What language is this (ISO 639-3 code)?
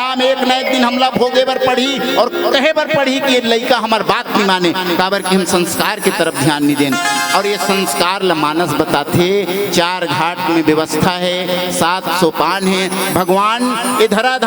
hne